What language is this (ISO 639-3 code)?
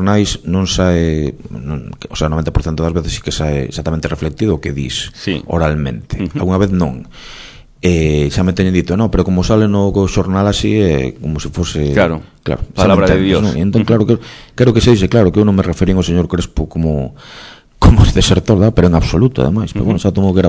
glg